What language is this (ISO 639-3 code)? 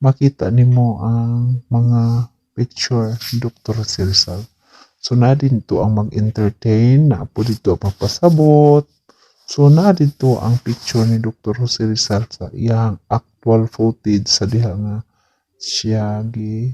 ceb